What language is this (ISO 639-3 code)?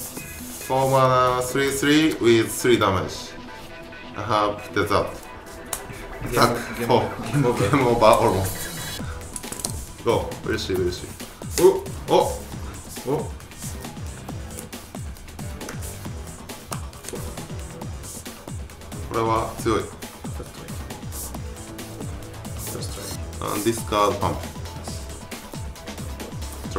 jpn